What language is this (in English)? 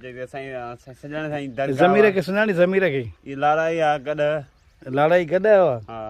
Sindhi